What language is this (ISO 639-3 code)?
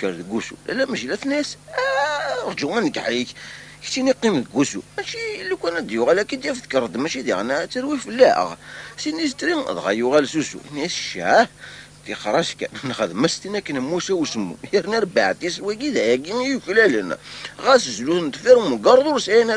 kab